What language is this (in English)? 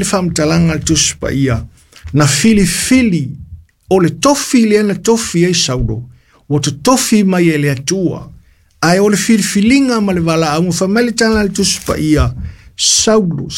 Samoan